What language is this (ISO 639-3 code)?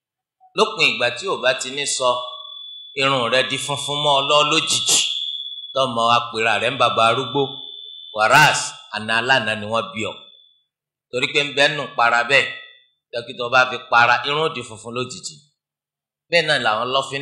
yor